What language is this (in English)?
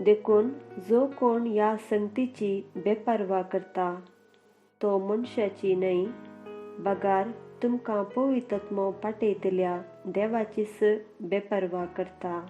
Konkani